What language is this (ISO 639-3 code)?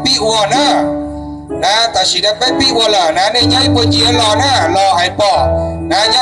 hmn